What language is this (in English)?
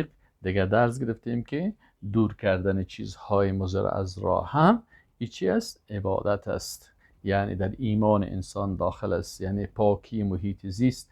Persian